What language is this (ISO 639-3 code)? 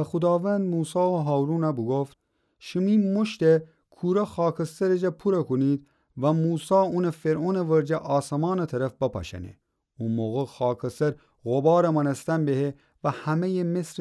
glk